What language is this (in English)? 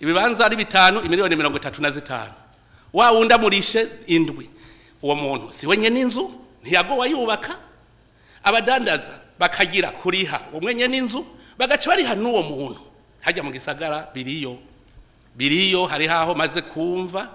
Rundi